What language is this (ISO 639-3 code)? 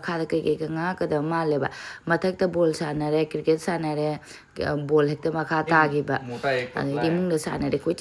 mni